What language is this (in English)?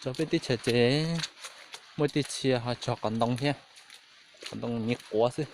Hmong